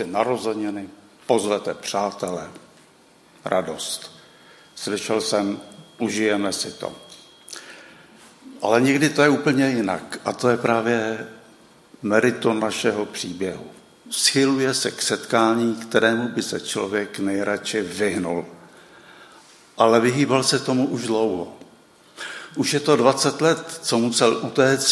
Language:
Czech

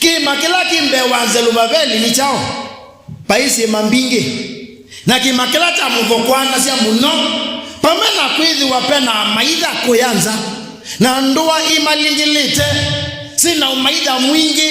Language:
Kamba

